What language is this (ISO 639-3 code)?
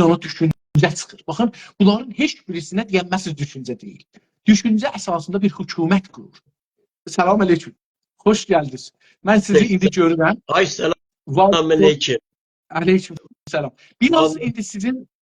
azb